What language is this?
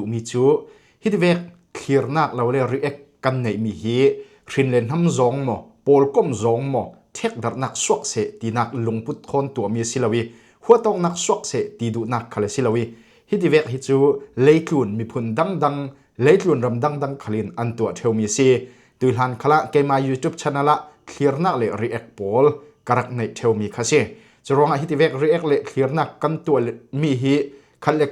Falam Chin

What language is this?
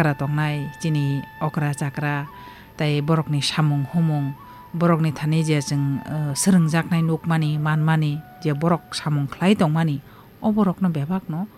Kok Borok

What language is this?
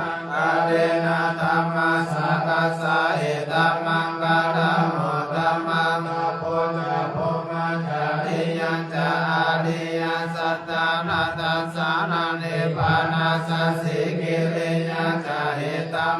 Pali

